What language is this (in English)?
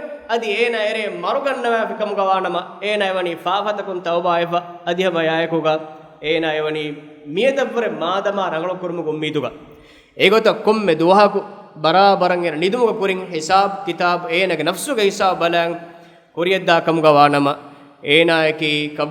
Divehi